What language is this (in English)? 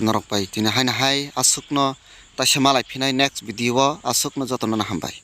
Kok Borok